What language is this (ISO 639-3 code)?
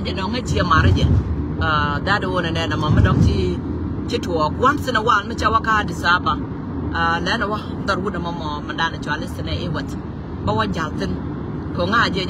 nus